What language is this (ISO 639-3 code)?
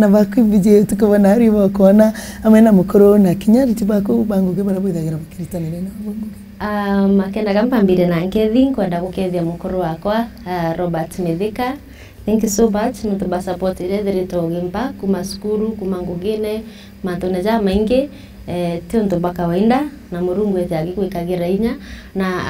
mer